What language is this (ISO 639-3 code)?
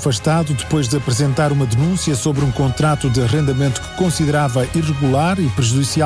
por